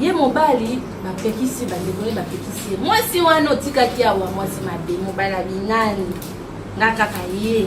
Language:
Lingala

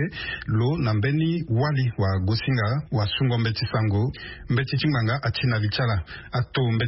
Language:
Sango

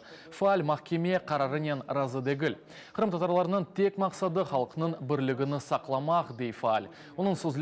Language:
Crimean Tatar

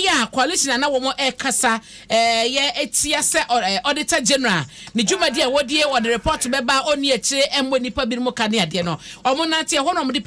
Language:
Akan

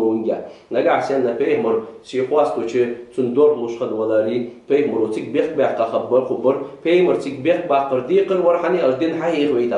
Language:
Ingush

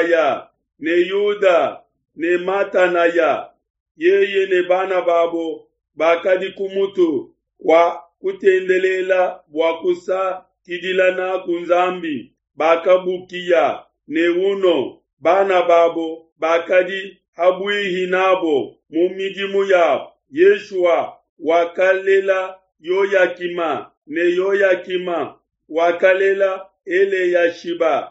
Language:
Luba-Lulua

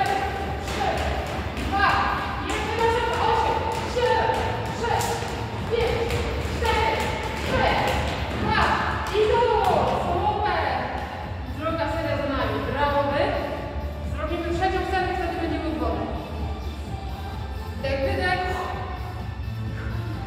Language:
Polish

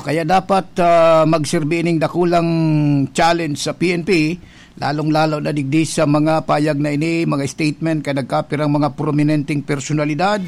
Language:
Bikol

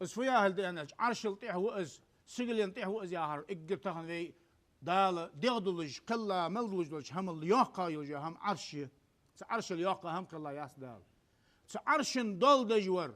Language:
Ingush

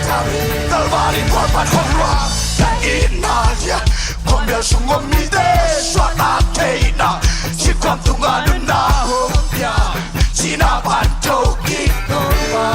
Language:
Tedim Chin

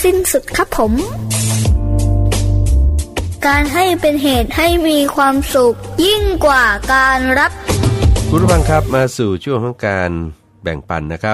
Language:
Thai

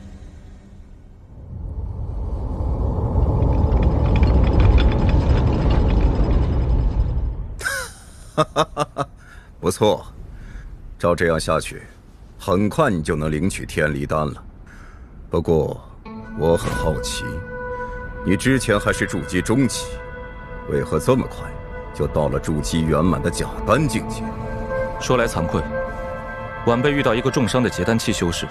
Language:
Chinese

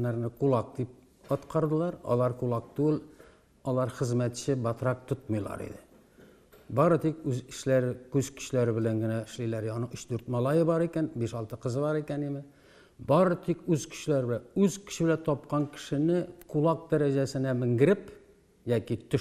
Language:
Tatar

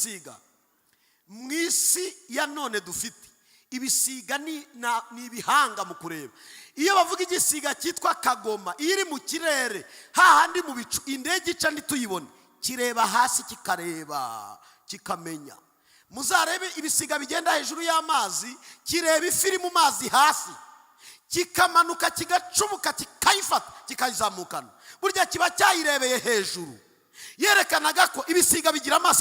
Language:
Kinyarwanda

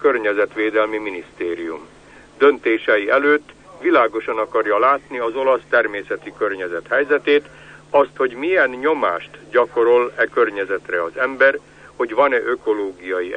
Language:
Hungarian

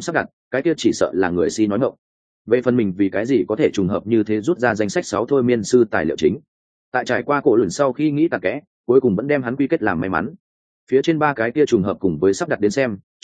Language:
Vietnamese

